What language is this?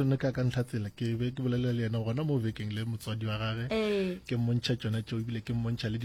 Northern Sotho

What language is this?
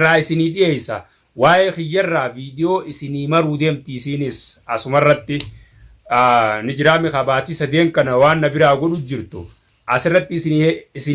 Oromo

